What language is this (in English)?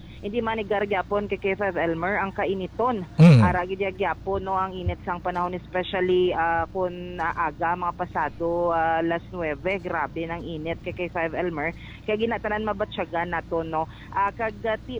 Hiligaynon